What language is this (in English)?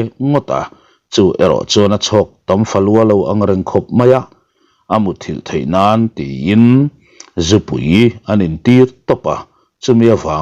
Mizo